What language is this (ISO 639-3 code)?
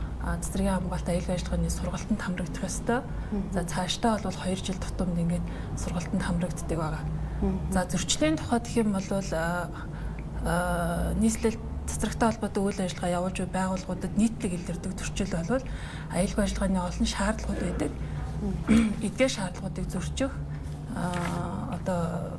mon